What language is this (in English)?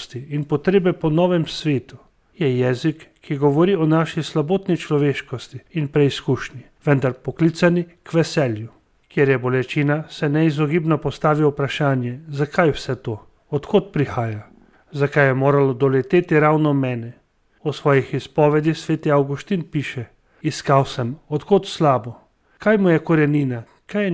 Slovenian